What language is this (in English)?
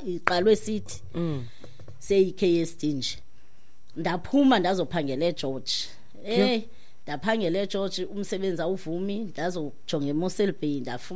Xhosa